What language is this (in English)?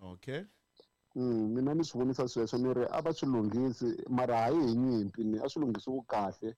Tsonga